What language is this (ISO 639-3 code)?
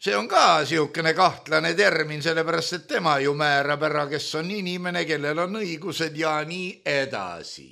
est